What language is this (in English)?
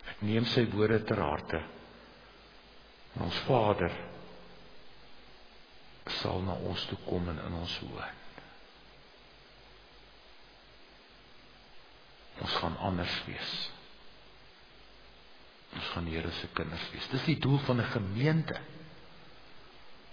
Afrikaans